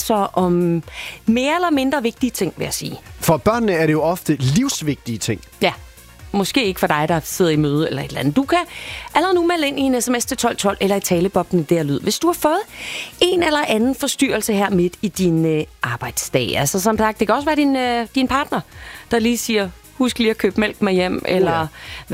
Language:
Danish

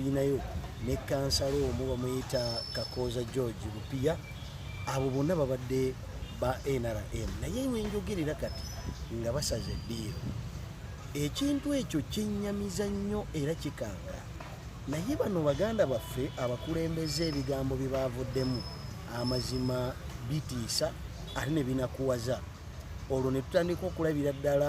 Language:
Ganda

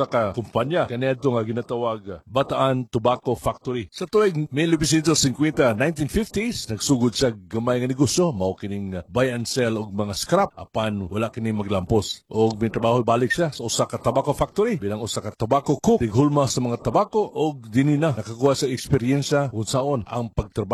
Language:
Cebuano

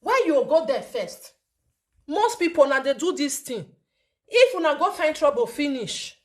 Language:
Nigerian Pidgin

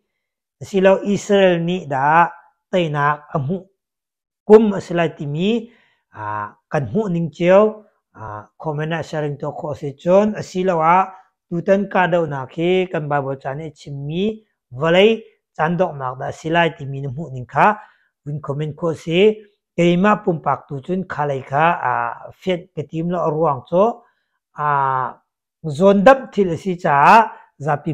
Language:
Hakha Chin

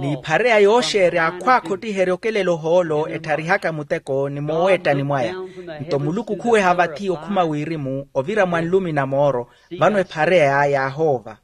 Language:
Makhuwa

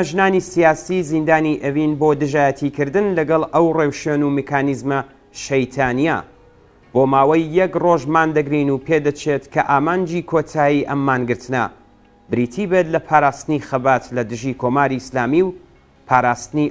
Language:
Central Kurdish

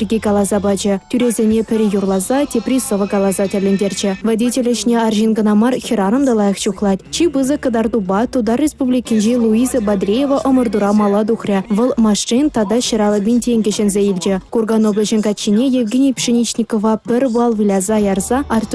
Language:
Chuvash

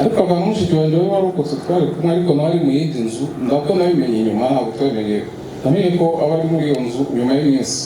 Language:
Kinyarwanda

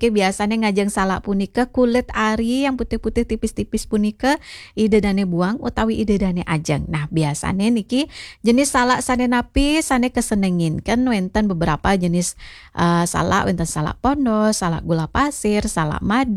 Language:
Balinese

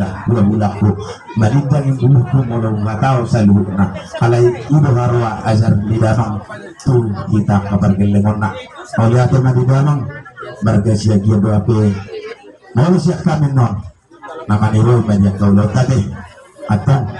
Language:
Batak Toba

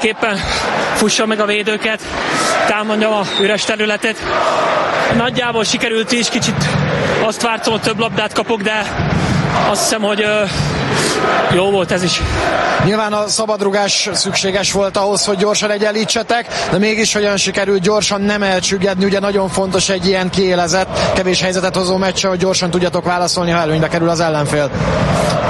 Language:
Hungarian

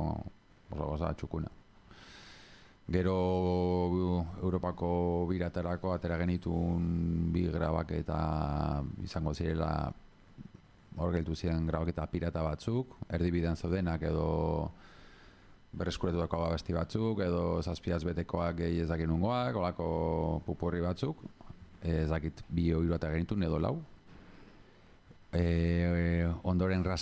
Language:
Basque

